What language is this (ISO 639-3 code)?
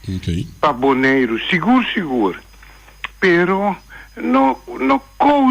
pap